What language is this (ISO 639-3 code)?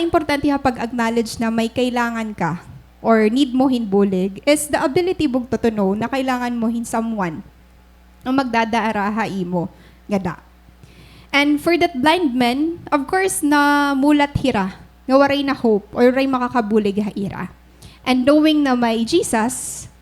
war